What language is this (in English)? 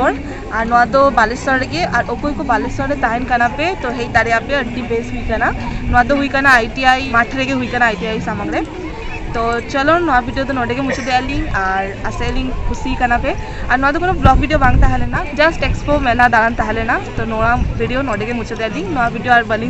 Santali